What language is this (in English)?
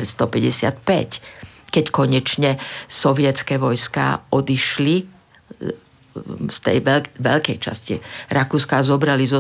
Slovak